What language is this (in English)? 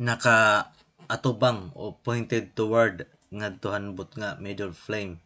Waray